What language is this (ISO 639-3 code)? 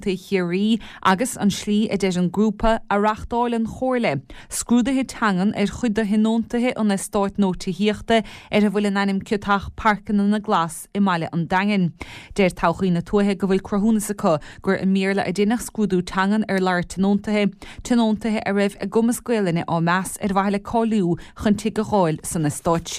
gle